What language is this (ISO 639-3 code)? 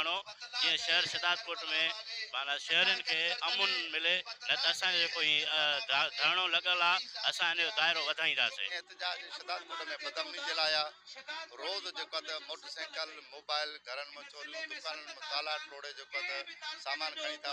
snd